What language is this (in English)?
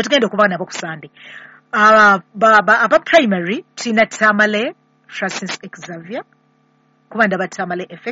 Ganda